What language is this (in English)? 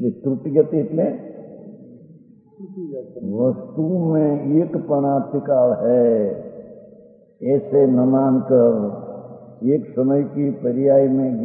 Hindi